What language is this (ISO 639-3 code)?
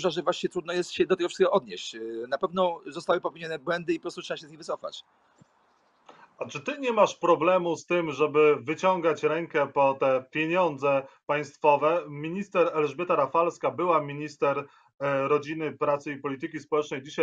pol